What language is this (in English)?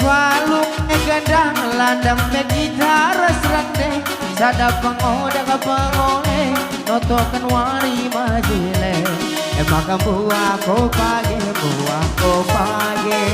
Batak Karo